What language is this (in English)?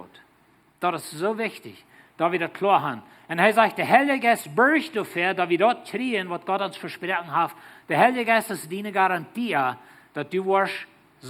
Plautdietsch